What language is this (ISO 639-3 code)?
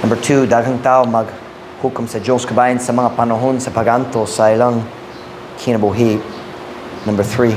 ceb